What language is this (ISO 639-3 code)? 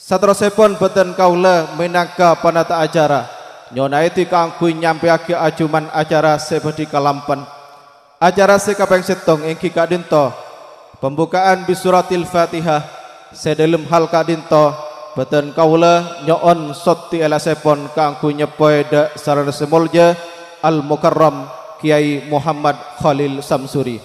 mad